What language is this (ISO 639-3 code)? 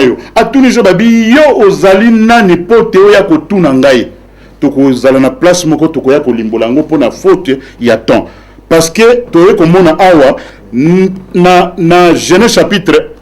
lin